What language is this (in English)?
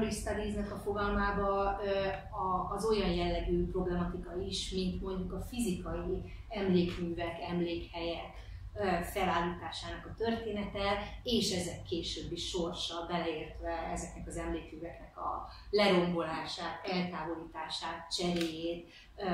Hungarian